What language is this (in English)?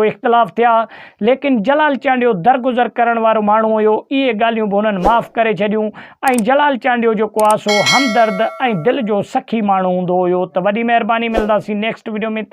Sindhi